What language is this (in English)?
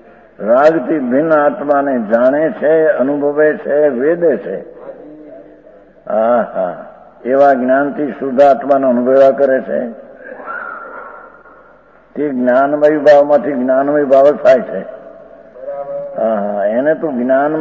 Gujarati